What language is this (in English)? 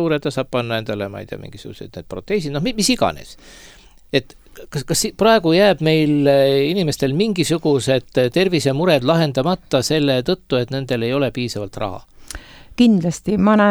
Estonian